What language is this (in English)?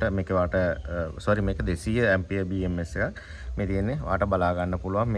Sinhala